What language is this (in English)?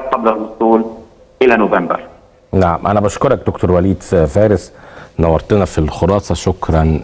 Egyptian Arabic